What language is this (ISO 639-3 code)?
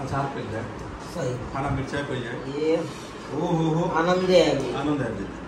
mai